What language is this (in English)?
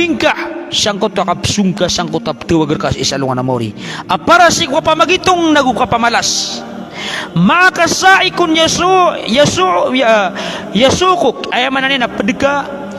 Maranao